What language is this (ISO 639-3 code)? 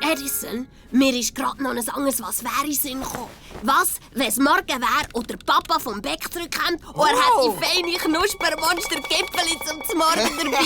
gsw